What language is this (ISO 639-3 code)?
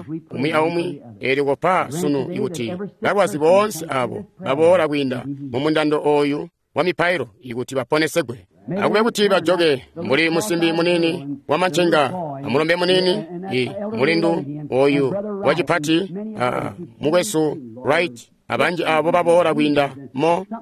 toi